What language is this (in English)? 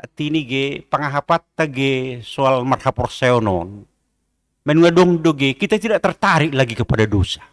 Batak Simalungun